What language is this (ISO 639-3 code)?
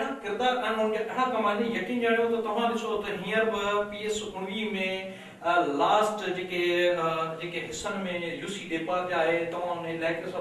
snd